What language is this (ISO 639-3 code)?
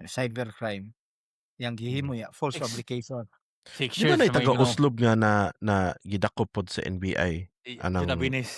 ceb